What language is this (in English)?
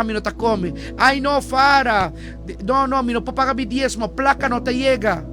Papiamento